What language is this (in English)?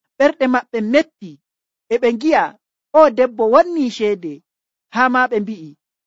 Nigerian Fulfulde